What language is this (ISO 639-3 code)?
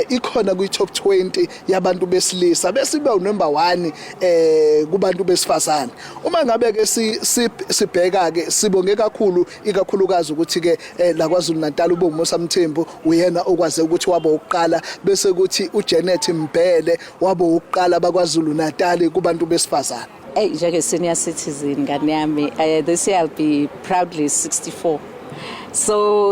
zul